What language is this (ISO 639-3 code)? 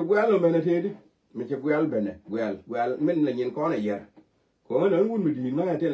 nus